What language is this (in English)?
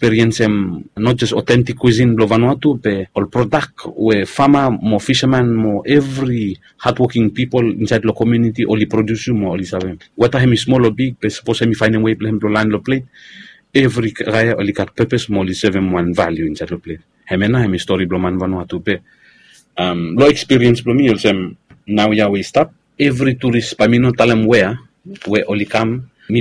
Bislama